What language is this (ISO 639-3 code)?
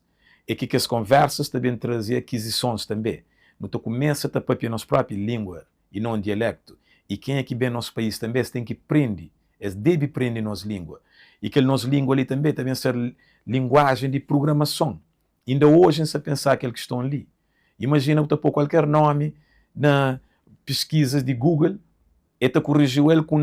kea